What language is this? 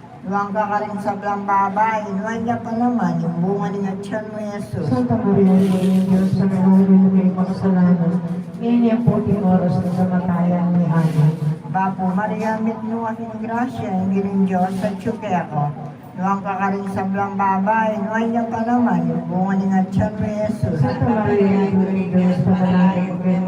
Pampanga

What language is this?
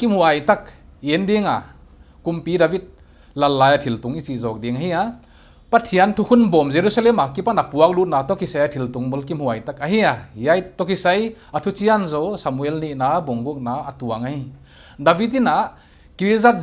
Paite Chin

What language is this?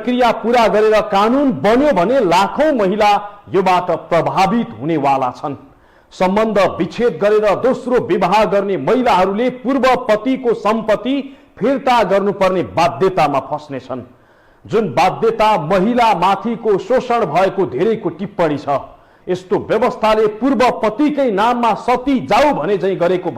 Nepali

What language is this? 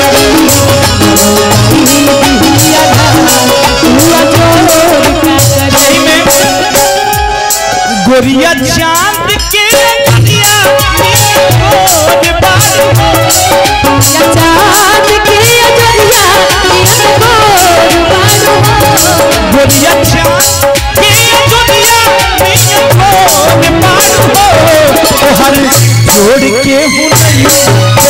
Bhojpuri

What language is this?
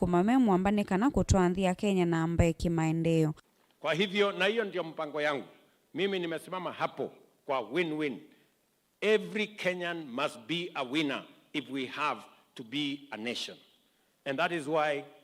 Kamba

